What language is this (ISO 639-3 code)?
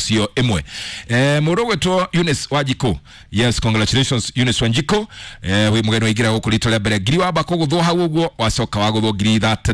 kik